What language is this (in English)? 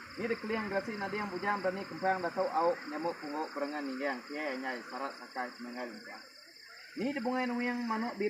Iban